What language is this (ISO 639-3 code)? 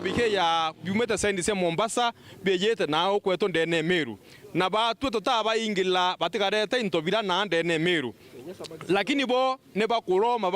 mer